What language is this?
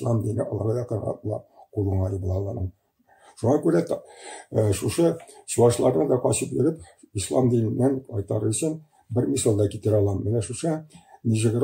Tatar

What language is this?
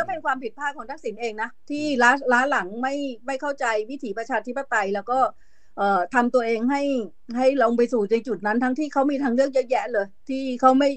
Thai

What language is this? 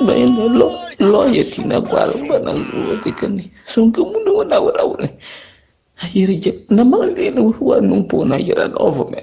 Akan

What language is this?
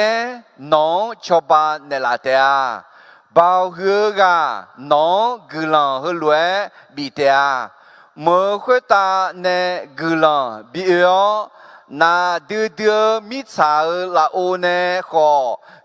Akha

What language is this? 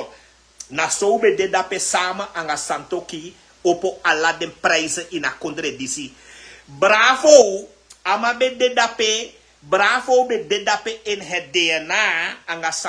Sranan Tongo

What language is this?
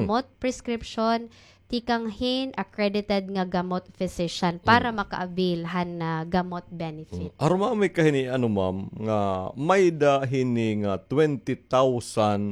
Waray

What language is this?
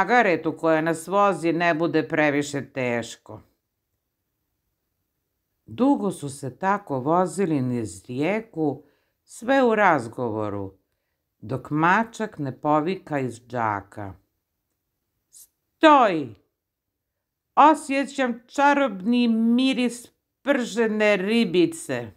Croatian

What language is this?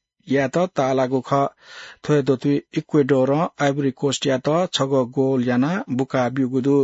Newari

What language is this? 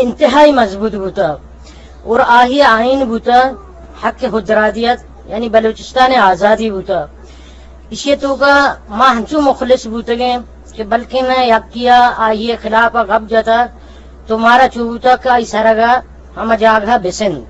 Eastern Balochi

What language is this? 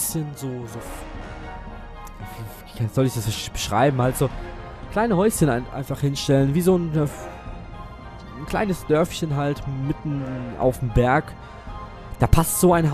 German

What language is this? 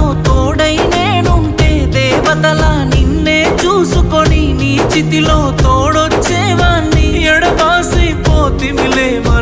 Telugu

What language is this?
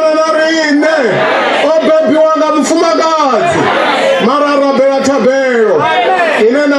Venda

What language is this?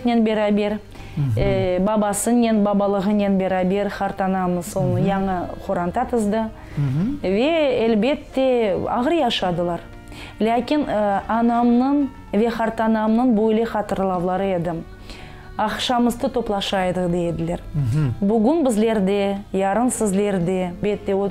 Crimean Tatar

